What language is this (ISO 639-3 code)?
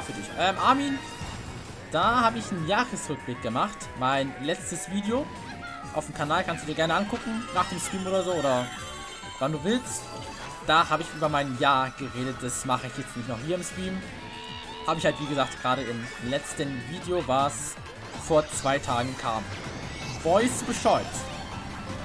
deu